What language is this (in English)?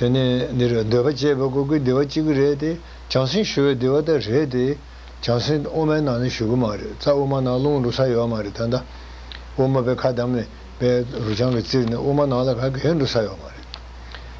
Tibetan